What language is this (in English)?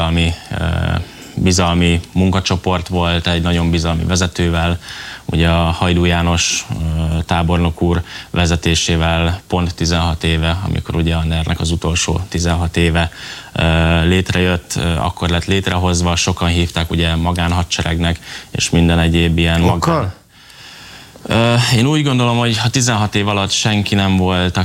Hungarian